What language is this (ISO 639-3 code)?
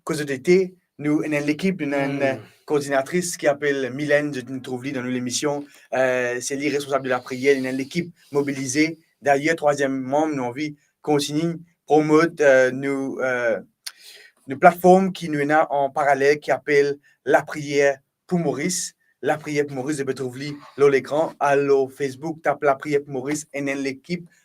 mfe